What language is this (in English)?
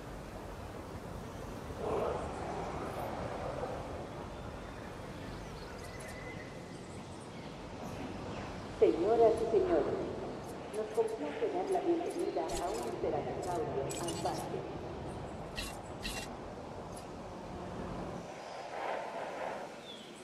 Spanish